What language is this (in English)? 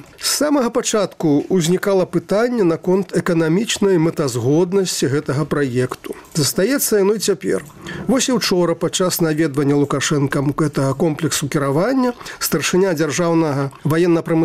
Belarusian